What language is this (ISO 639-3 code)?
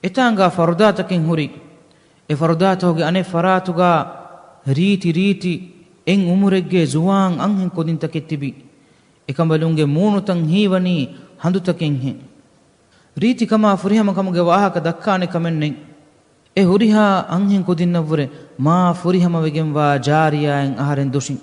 div